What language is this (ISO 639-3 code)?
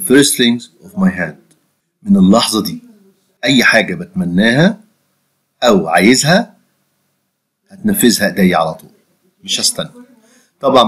arz